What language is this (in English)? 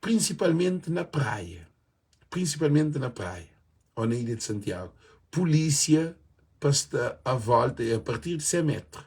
Kabuverdianu